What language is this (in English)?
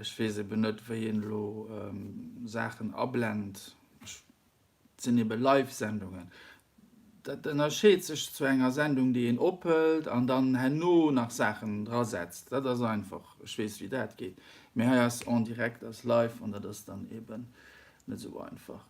Luxembourgish